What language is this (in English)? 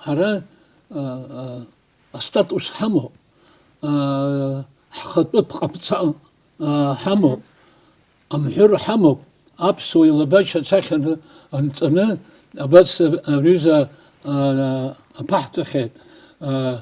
Abkhazian